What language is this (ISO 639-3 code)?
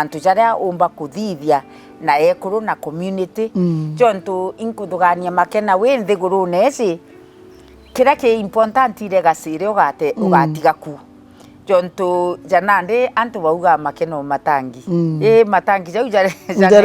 mer